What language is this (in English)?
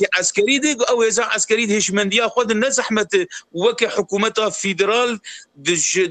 Kurdish